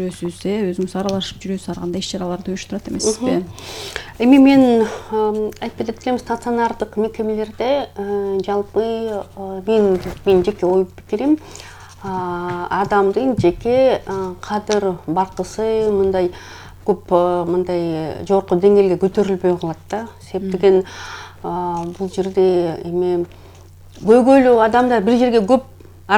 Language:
Kyrgyz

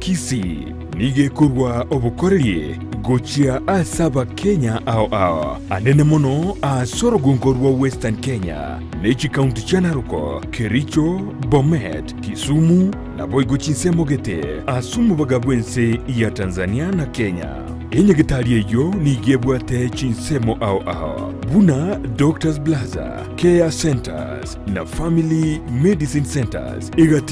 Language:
Gusii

